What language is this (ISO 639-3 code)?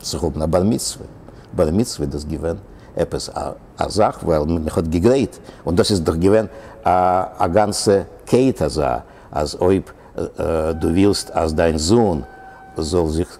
yid